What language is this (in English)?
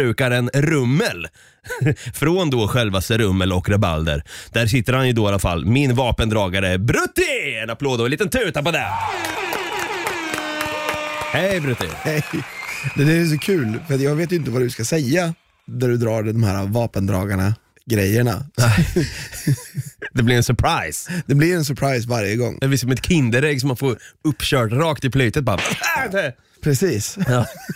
Swedish